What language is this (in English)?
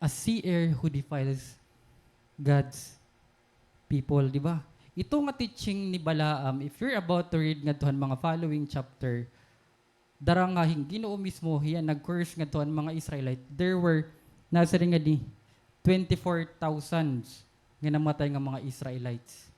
Waray